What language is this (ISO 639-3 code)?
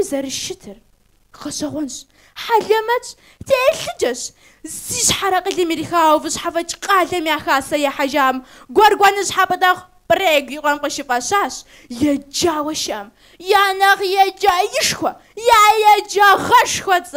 kbd